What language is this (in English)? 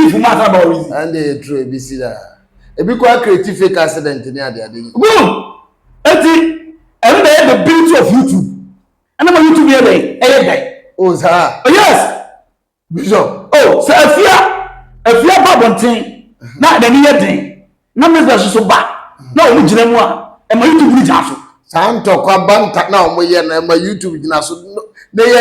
Akan